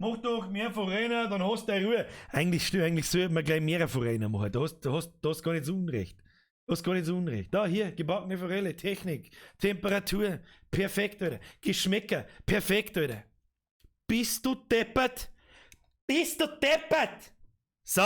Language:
Bavarian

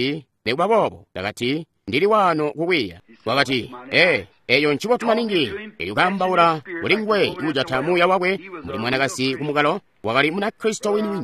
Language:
Tonga (Zambia)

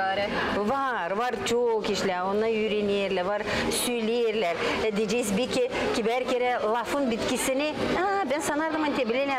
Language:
Gagauz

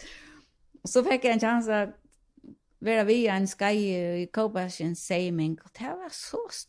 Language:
Faroese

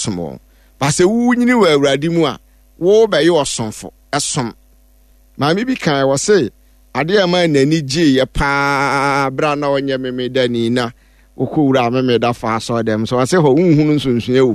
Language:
Akan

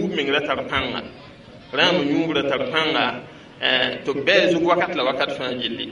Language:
Mossi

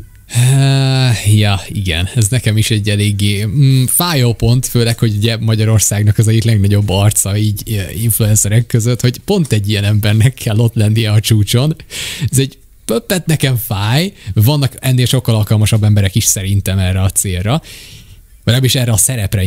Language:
Hungarian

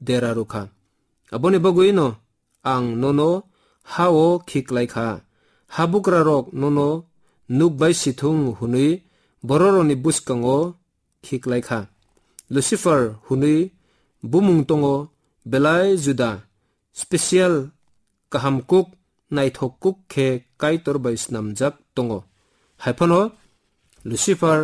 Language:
Kok Borok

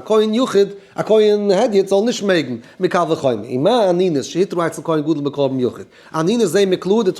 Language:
Yiddish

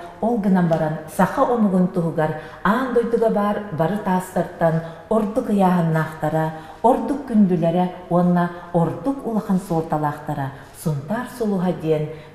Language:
Yakut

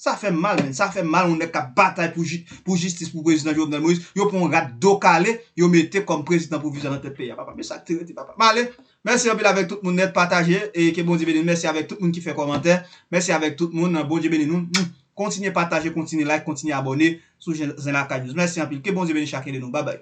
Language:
Haitian Creole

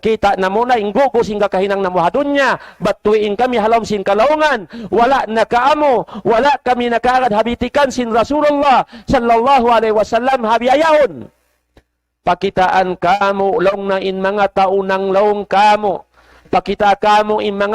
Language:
Tausug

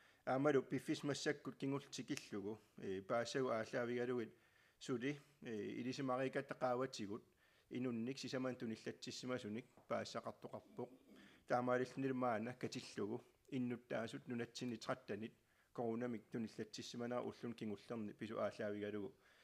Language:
Kalaallisut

